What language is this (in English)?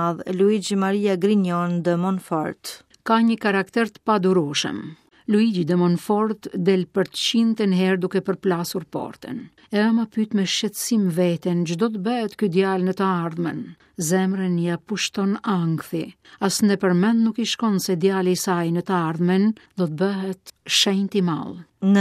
Albanian